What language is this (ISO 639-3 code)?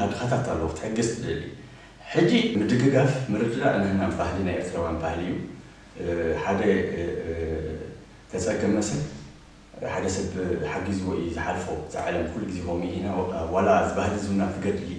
tir